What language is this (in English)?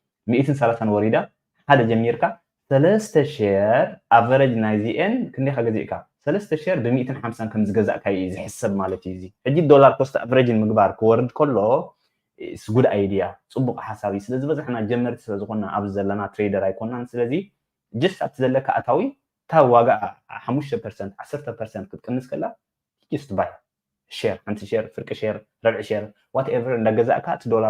Tigrinya